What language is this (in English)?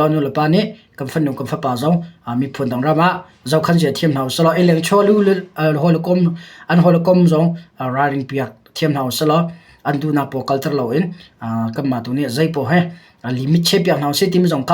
Hakha Chin